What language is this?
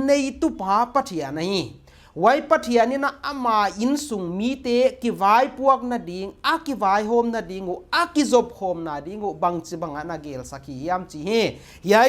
Paite Chin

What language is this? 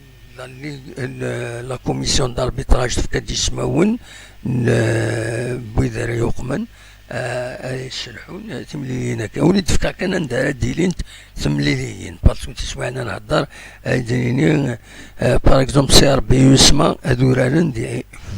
Kabyle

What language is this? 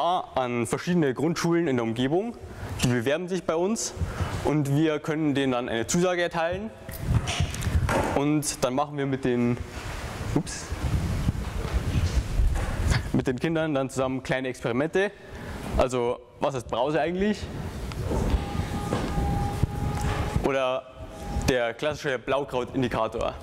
German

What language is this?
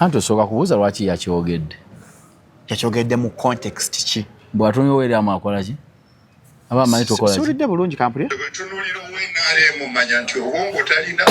Ganda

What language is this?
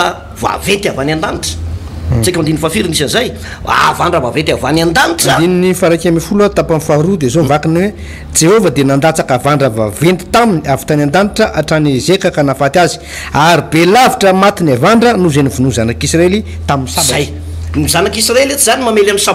Malagasy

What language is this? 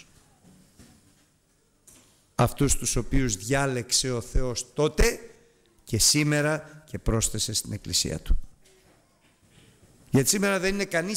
Greek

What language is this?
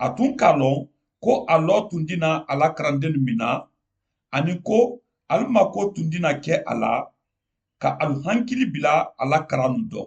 Mandingo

